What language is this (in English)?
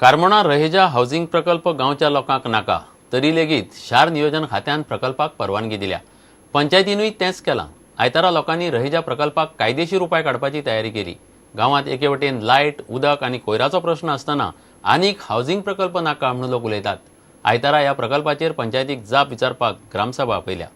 Konkani